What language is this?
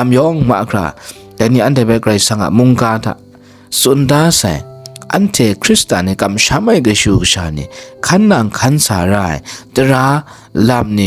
Kachin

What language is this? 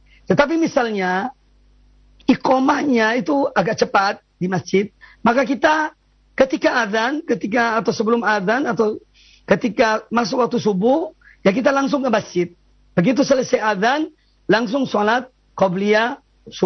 Indonesian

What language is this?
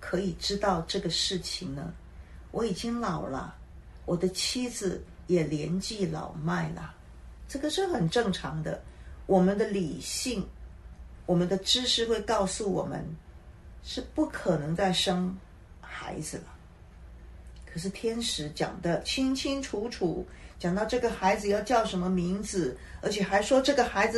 Chinese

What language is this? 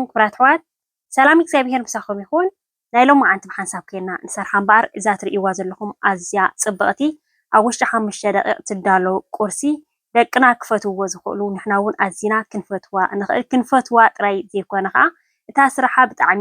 Tigrinya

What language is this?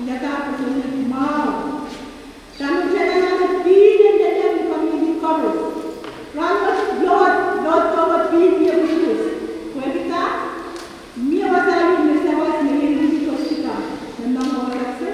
Pohnpeian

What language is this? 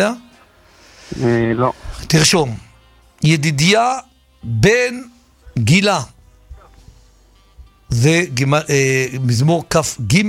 Hebrew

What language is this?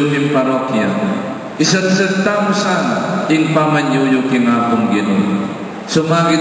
Pampanga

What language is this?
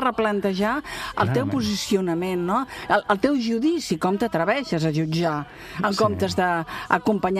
Catalan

